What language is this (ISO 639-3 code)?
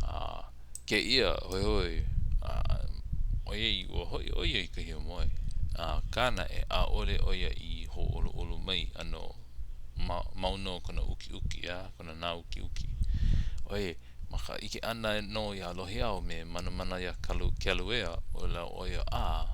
haw